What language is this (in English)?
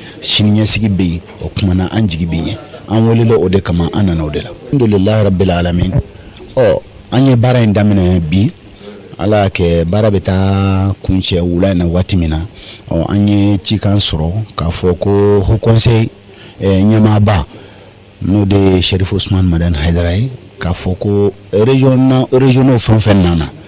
Bambara